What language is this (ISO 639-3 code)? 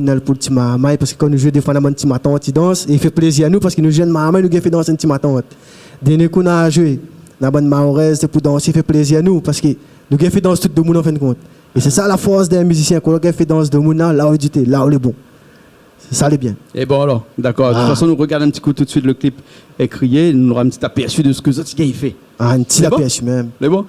rcf